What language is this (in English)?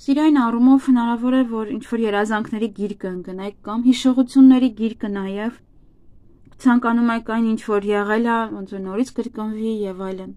Armenian